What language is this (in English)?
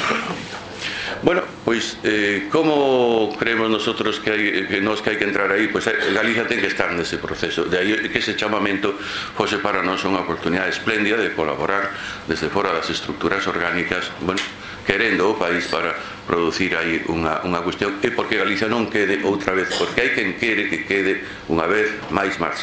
Galician